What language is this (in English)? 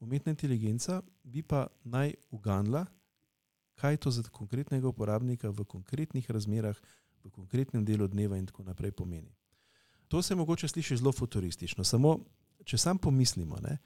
Slovenian